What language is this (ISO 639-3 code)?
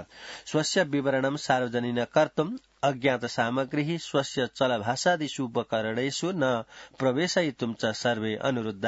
san